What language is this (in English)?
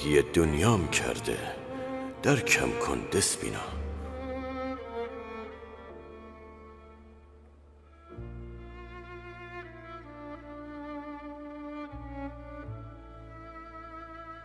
Persian